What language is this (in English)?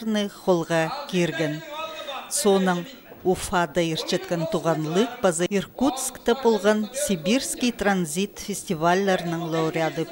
Khakas